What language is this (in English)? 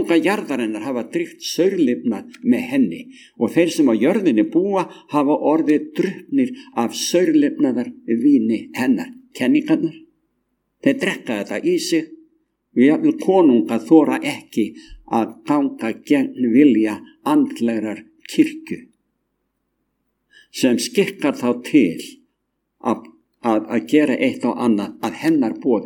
Icelandic